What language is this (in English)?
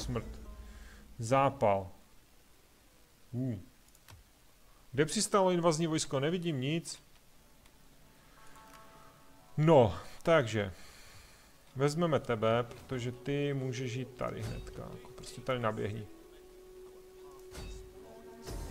Czech